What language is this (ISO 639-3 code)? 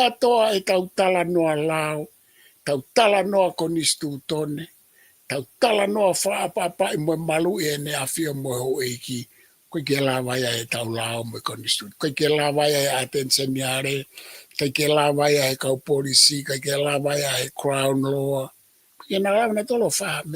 ton